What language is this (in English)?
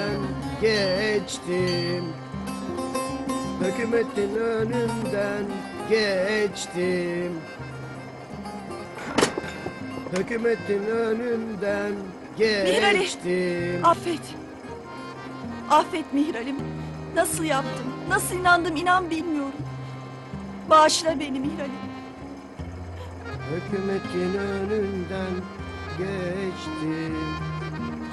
Turkish